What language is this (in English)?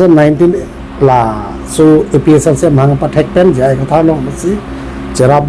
Karbi